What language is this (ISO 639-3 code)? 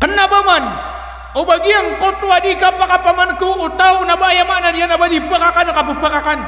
mrw